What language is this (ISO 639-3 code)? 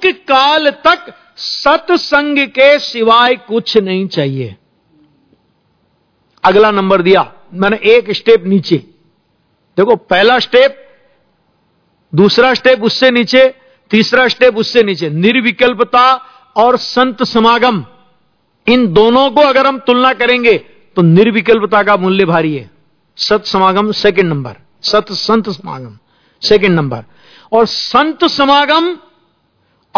hin